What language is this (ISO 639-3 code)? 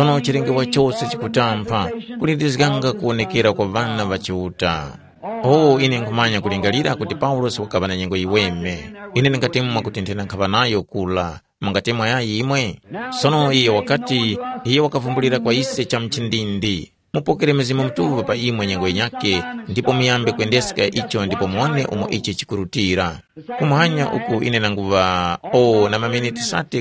tum